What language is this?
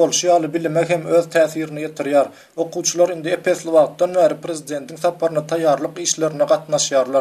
Turkmen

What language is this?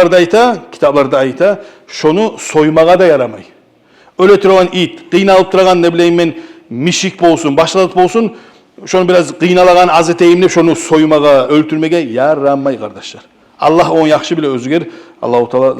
Kumyk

